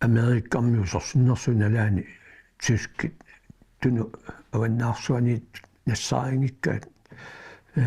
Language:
Kalaallisut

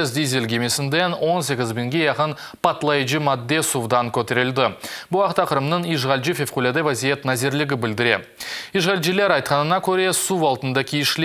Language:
Crimean Tatar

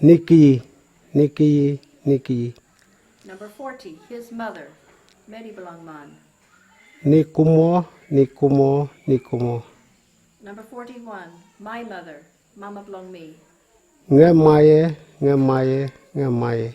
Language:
Kamasau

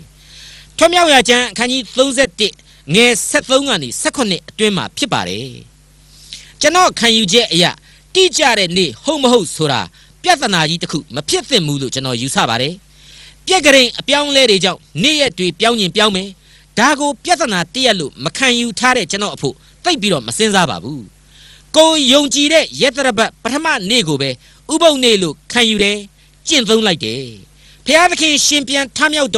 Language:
Burmese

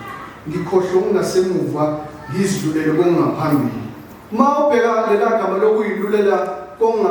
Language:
Zulu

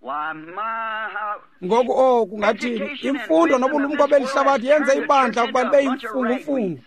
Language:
Xhosa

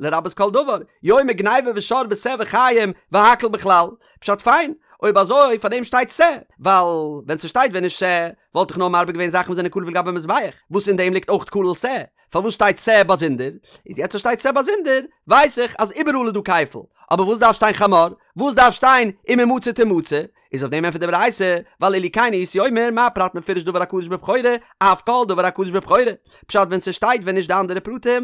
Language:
Yiddish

